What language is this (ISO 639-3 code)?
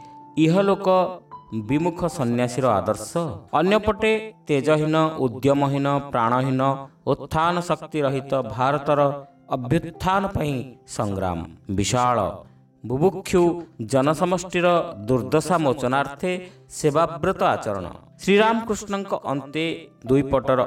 ori